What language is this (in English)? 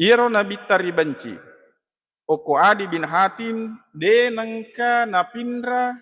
Buginese